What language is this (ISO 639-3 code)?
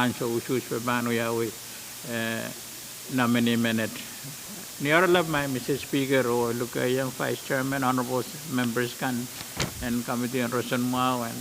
pon